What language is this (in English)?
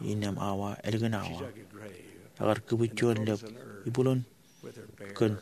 Marshallese